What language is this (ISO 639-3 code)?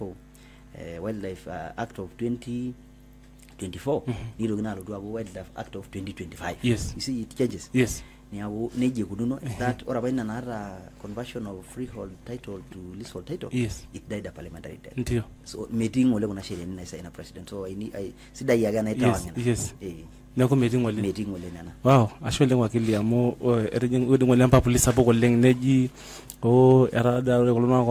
mas